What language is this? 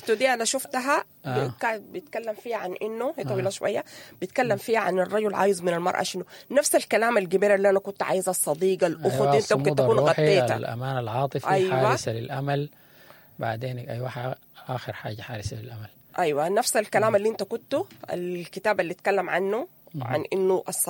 Sudanese Arabic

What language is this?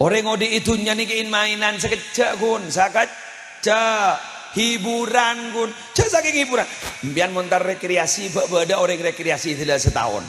Madurese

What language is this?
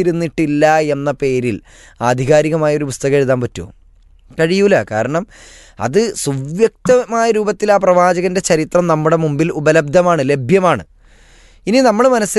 Malayalam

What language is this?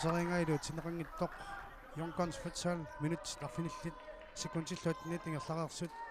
Kalaallisut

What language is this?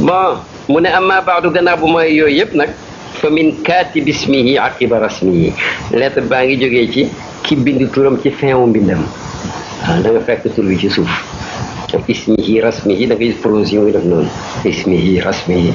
Wolof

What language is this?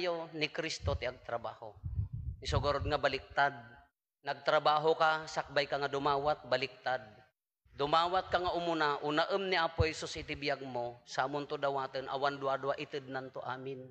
Iloko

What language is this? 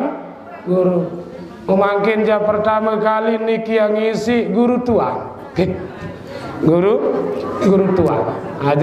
Sasak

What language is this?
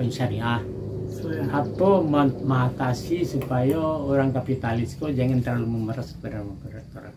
Minangkabau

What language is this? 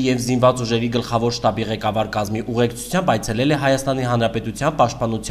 Armenian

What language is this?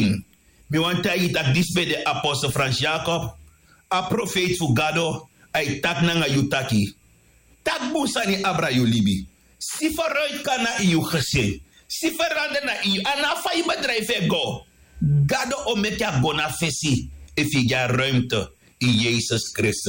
Sranan Tongo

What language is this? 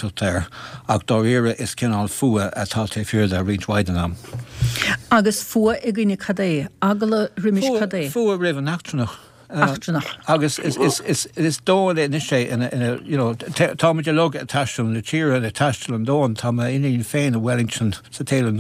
Irish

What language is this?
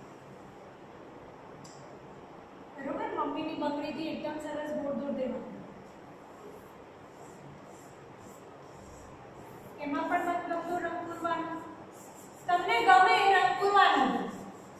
Gujarati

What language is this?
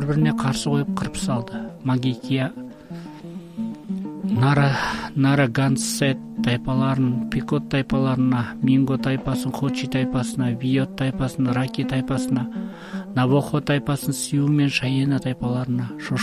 Kazakh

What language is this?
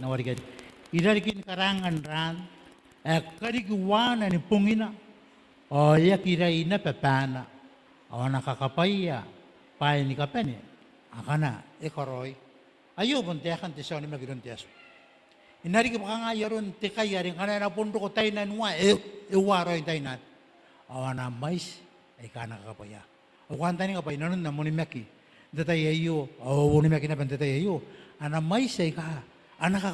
Gilbertese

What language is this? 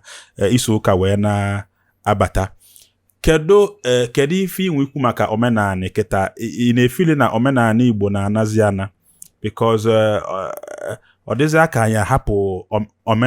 Igbo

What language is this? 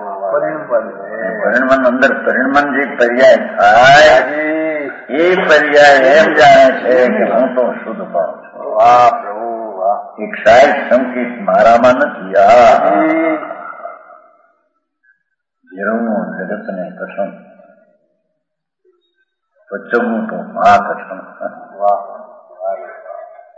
Gujarati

